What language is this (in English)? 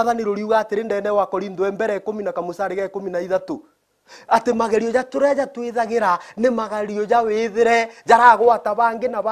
Meru